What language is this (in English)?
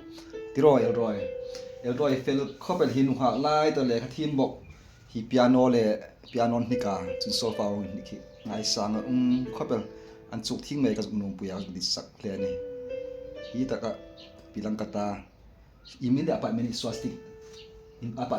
Hmar